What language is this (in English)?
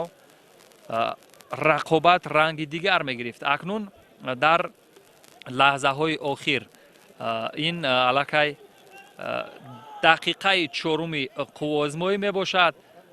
Tajik